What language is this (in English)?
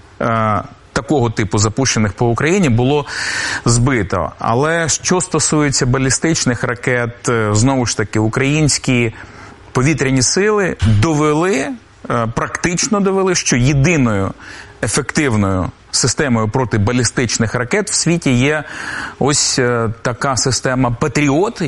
Ukrainian